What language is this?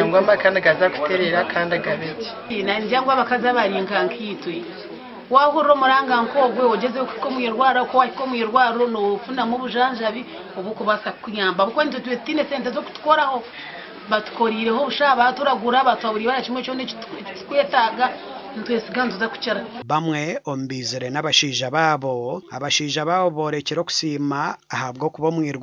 Nyankole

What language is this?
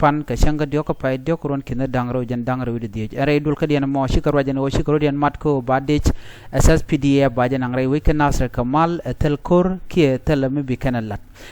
Nuer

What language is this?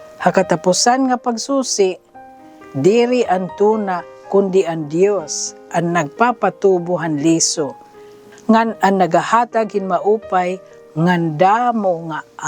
Waray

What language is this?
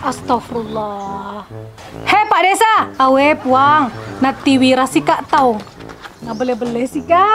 Buginese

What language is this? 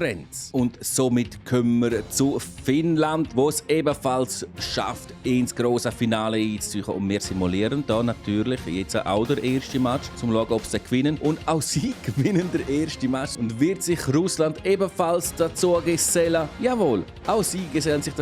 Swiss German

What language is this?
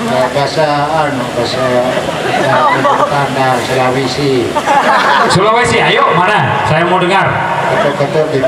Sasak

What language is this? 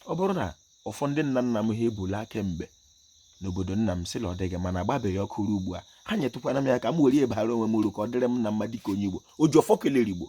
Igbo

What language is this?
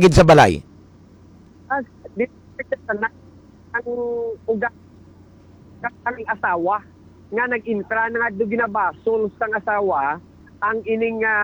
Hiligaynon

